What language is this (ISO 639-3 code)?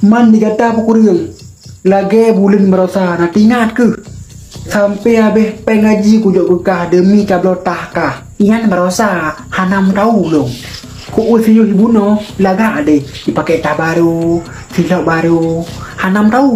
ace